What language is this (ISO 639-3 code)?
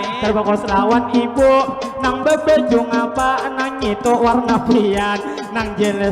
bjn